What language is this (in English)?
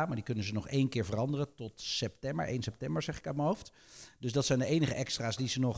Dutch